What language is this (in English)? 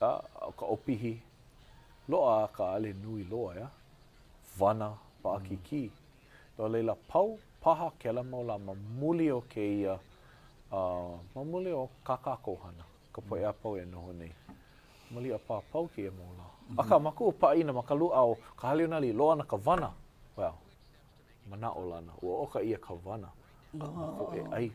Hawaiian